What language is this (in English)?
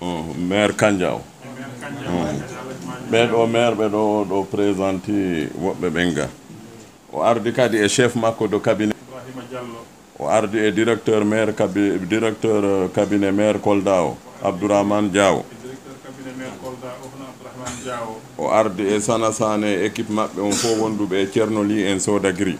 Fula